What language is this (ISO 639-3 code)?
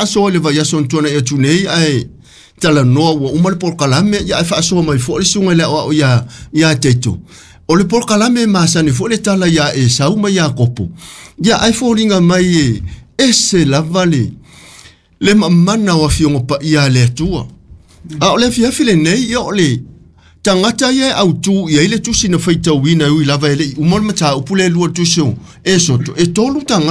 smo